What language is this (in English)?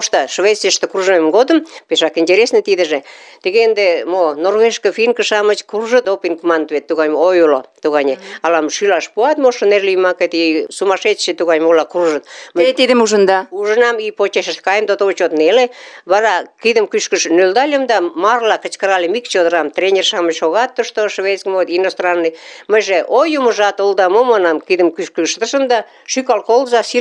Mari